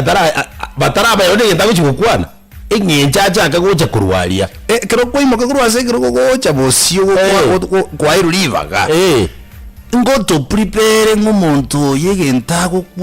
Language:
Gusii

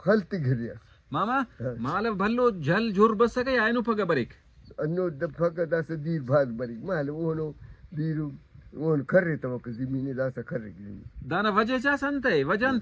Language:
Brahui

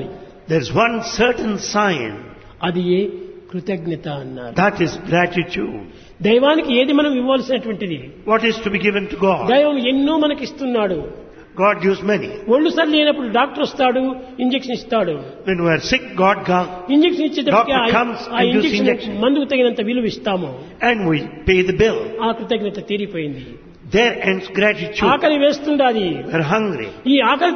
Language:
Telugu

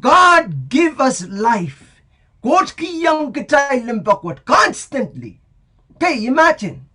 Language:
Pohnpeian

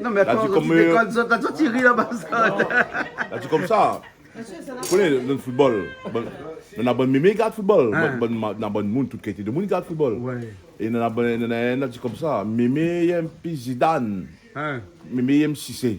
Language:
Réunion Creole French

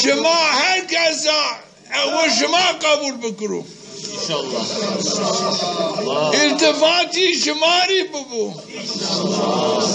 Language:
Zaza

